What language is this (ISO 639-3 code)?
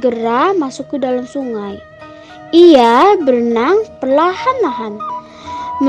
sun